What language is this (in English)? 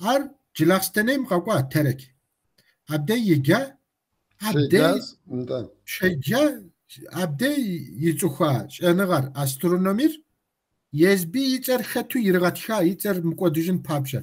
Kabardian